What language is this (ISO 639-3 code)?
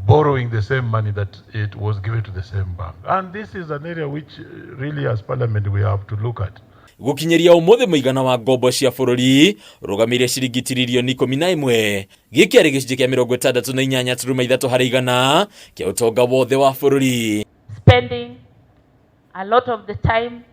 kik